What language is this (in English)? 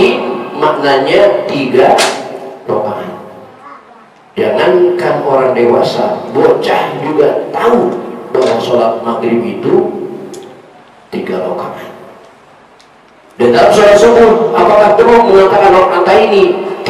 Indonesian